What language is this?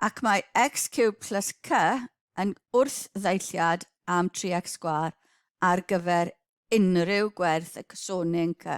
Welsh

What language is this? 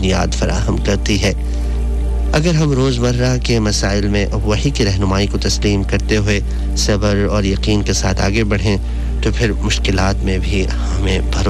Urdu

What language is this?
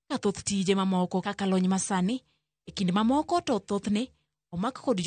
Luo (Kenya and Tanzania)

